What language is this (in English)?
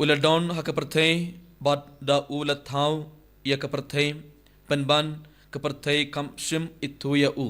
Khasi